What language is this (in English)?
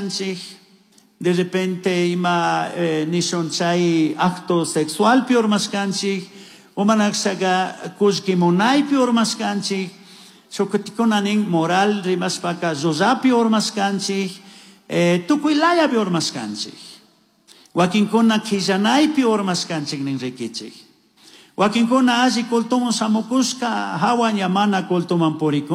Chimborazo Highland Quichua